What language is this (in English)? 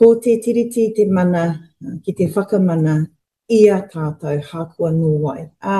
Māori